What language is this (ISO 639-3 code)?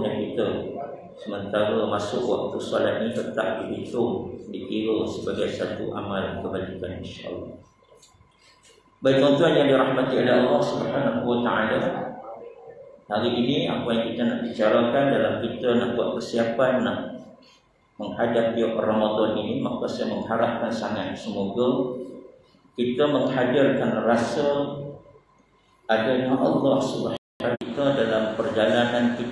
msa